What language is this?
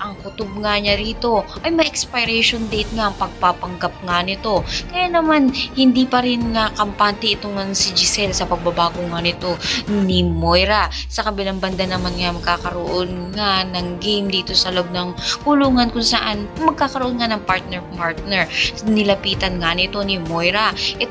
Filipino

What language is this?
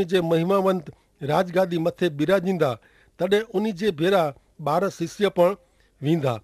Kachhi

